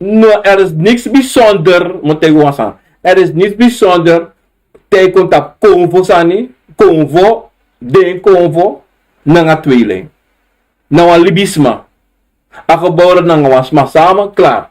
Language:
Sranan Tongo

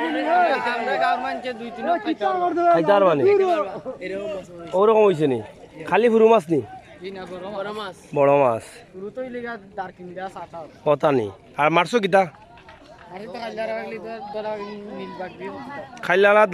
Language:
Sylheti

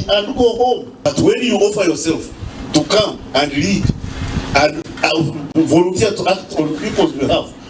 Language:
Nyankole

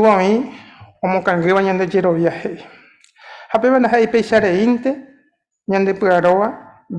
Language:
Guarani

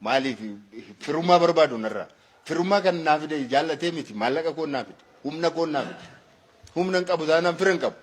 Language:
Oromo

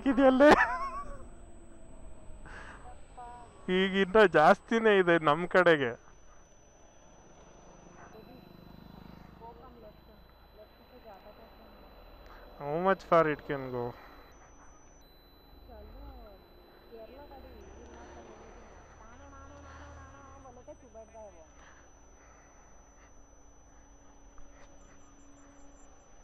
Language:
Kannada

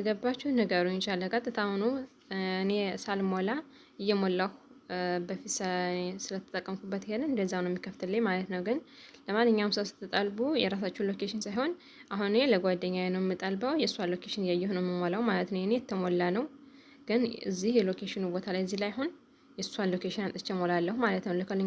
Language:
Amharic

